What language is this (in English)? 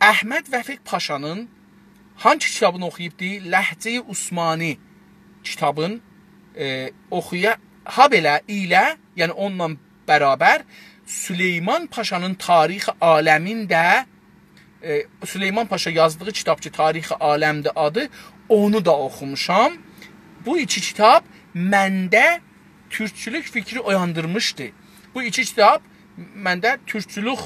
South Azerbaijani